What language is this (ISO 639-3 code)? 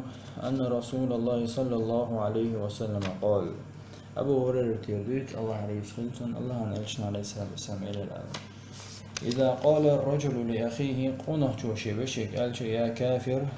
che